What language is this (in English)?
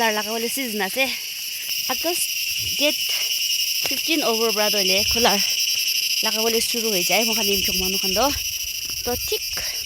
Naga Pidgin